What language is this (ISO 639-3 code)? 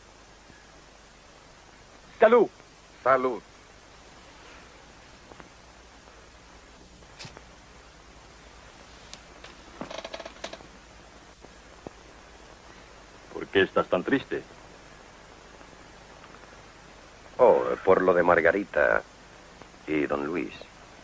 spa